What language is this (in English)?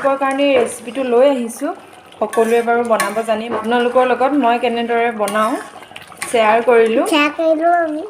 Assamese